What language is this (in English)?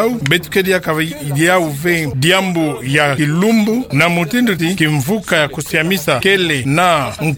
Kituba (Democratic Republic of Congo)